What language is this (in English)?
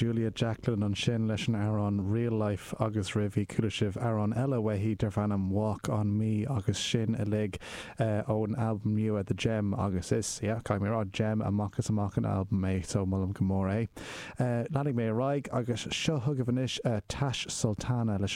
Irish